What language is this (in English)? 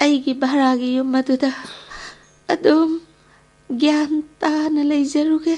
Manipuri